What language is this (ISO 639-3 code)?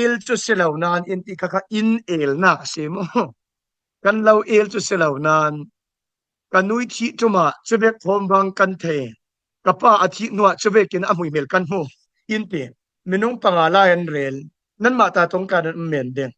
cfm